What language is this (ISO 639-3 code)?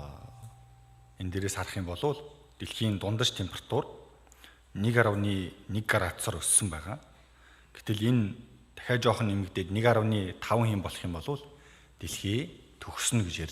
mon